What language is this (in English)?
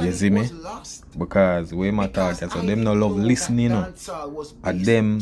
Jamaican Creole English